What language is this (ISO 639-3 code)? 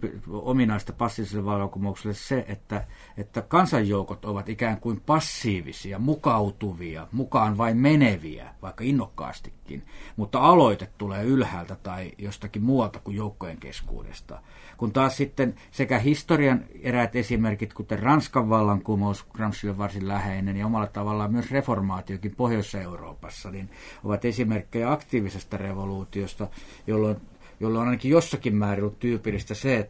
fin